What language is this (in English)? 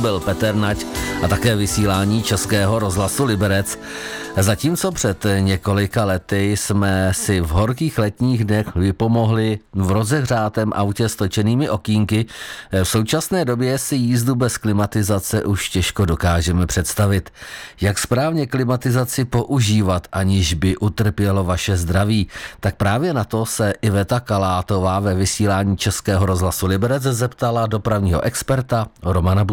Czech